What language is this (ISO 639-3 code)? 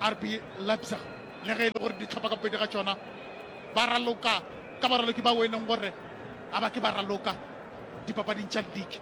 nso